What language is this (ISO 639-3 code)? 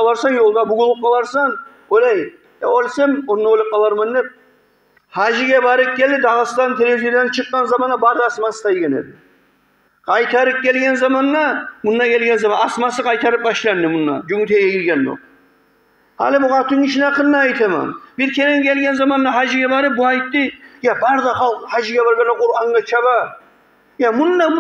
kum